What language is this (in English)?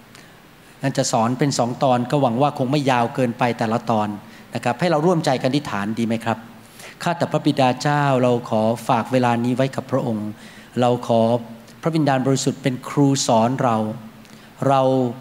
Thai